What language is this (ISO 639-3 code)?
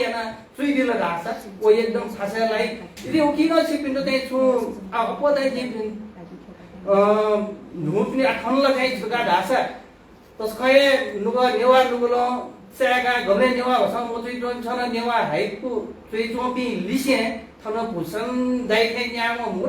new